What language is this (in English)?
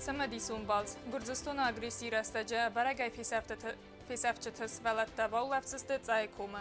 Ossetic